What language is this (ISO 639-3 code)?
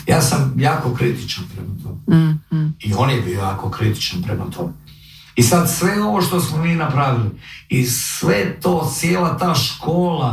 hrv